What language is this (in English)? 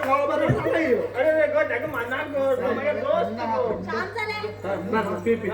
Konkani